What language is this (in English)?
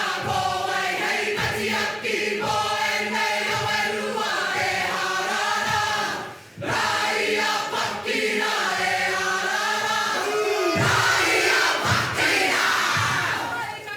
Māori